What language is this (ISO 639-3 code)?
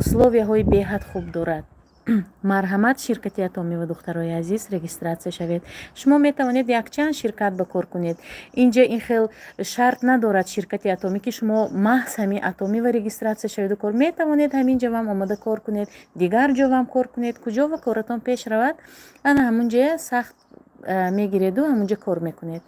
tgk